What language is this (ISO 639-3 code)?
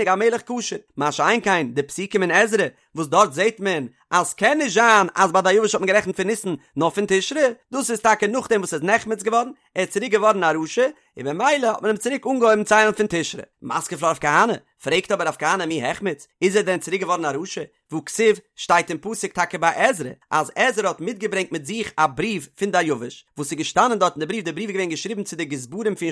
yid